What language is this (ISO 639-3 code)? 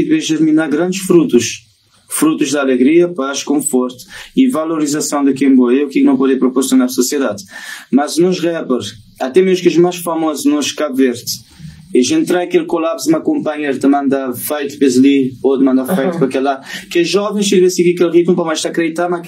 kea